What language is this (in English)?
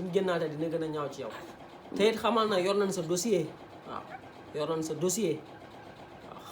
Wolof